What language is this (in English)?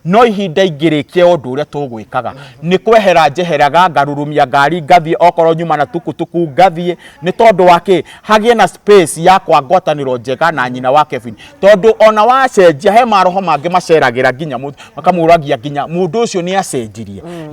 Kikuyu